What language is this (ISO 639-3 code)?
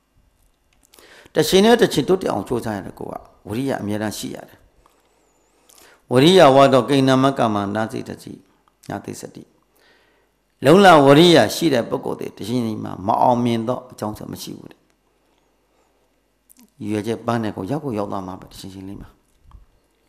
mya